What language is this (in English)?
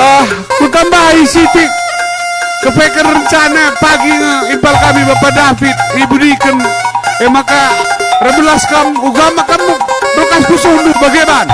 Batak Karo